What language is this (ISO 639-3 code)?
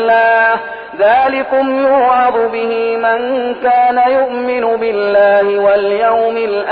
ara